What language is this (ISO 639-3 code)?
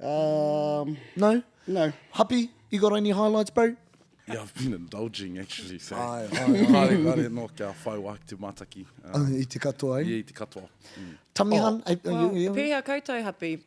mri